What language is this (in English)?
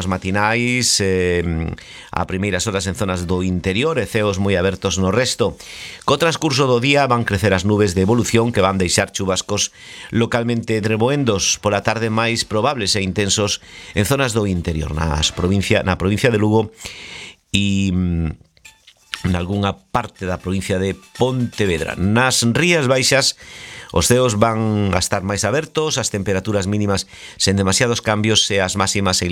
Galician